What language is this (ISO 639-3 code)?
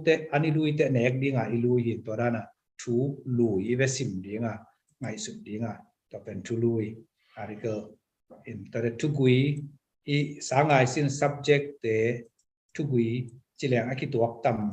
ctd